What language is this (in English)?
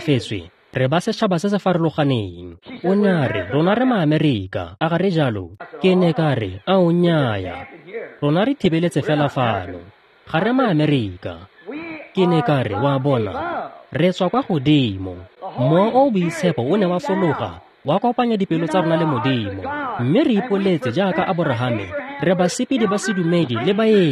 Tswana